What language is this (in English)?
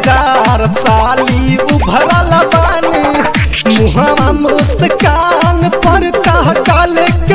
Bhojpuri